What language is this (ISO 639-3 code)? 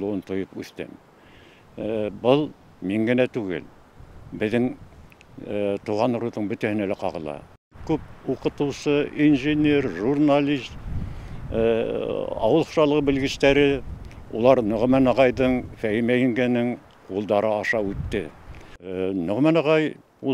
bak